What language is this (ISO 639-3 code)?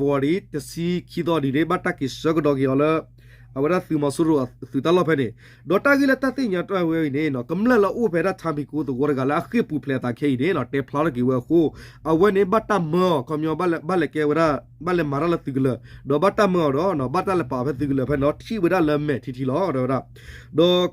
ksw